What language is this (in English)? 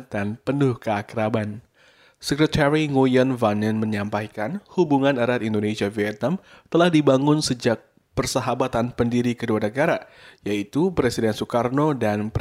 Indonesian